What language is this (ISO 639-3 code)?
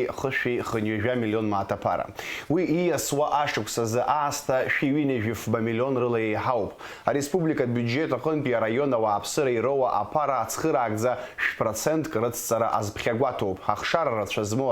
abk